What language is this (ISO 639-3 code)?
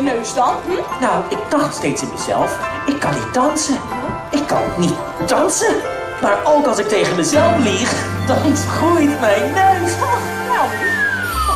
nld